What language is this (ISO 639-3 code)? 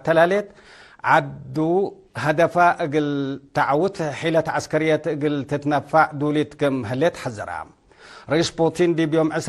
tig